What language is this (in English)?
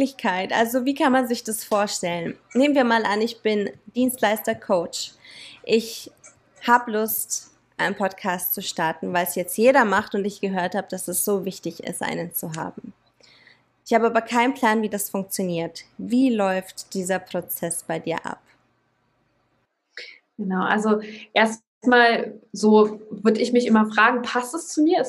German